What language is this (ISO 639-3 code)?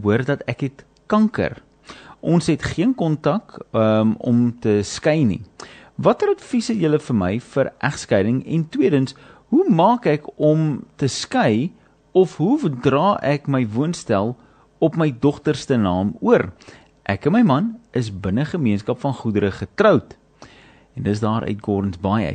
afr